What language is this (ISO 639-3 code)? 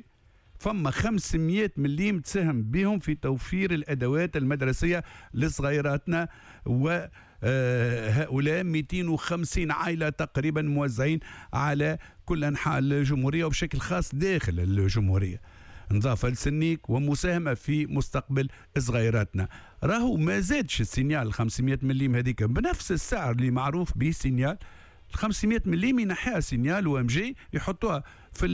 aeb